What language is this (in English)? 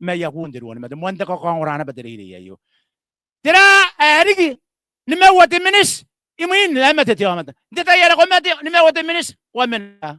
Gilbertese